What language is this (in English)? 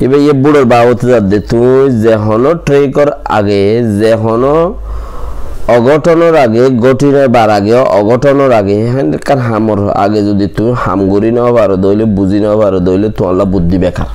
Rohingya